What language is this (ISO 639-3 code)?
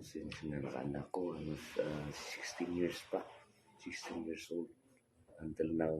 ceb